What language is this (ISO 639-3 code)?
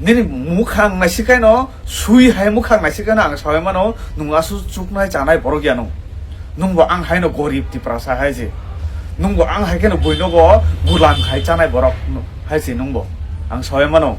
trp